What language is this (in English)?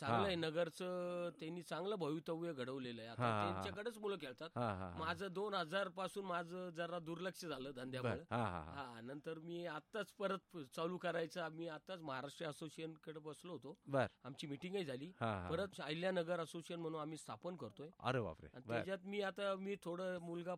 Marathi